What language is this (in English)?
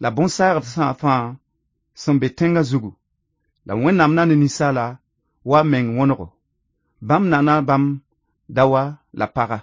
Mossi